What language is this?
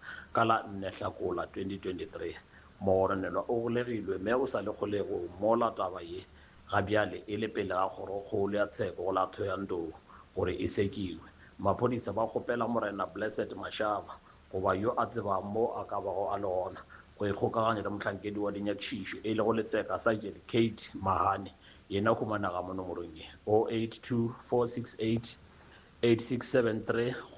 Northern Sotho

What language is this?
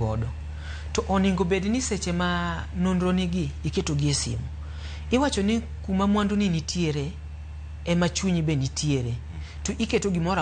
Luo (Kenya and Tanzania)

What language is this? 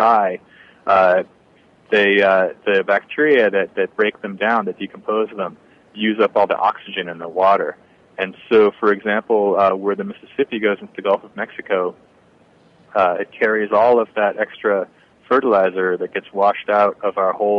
English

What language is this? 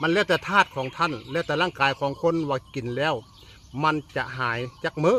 Northeastern Thai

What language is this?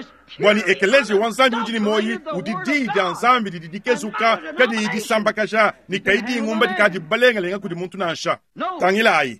Luba-Lulua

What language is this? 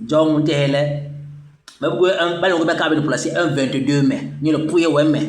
Basaa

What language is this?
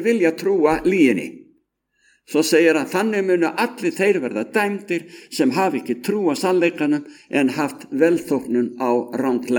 Icelandic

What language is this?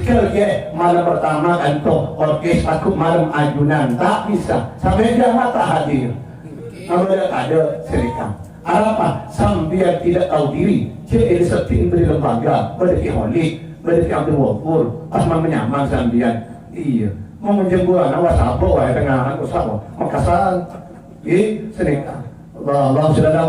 Madurese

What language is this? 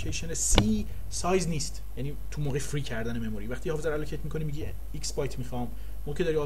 Persian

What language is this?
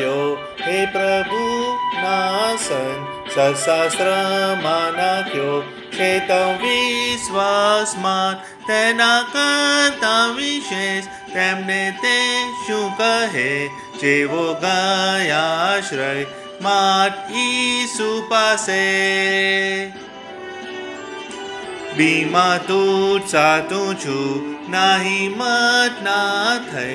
Gujarati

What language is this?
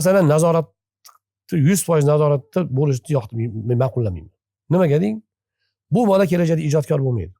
Uzbek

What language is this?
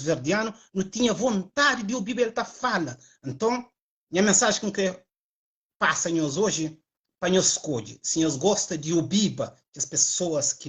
Kabuverdianu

